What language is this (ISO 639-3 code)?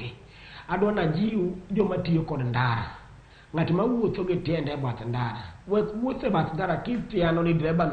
luo